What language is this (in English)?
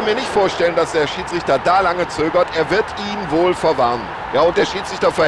Bavarian